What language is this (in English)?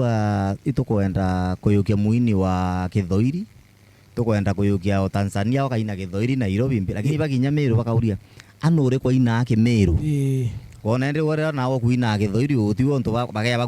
Meru